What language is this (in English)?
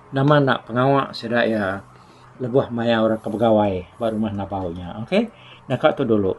Iban